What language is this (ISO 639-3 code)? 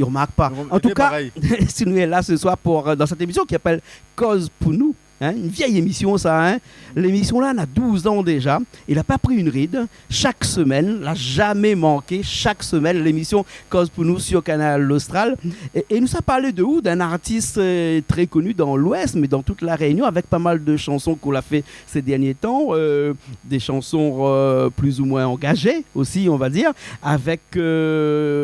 rcf